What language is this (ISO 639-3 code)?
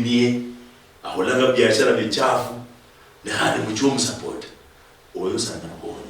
luy